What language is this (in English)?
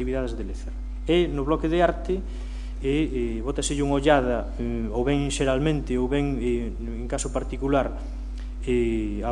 Galician